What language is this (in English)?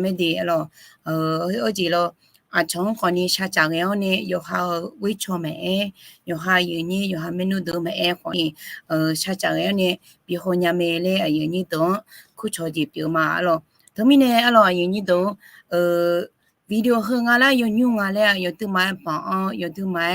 Akha